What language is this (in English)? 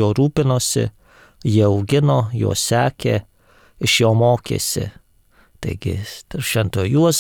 Lithuanian